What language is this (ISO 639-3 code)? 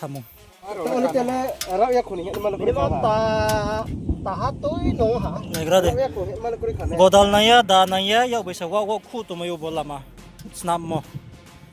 ria